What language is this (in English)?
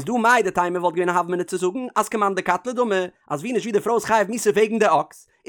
Yiddish